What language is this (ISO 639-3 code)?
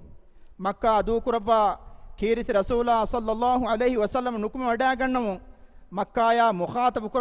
div